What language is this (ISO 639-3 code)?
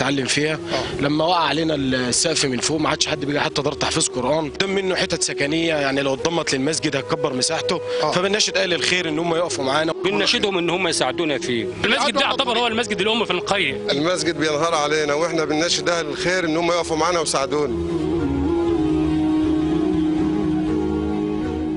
arz